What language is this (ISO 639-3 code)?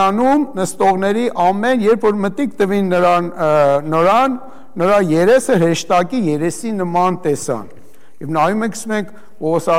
hye